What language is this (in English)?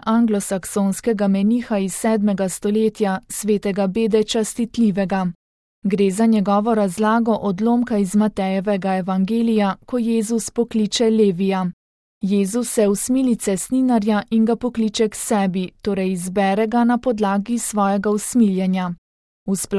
Slovenian